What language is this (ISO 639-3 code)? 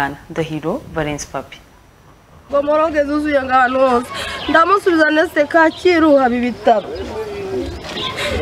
kin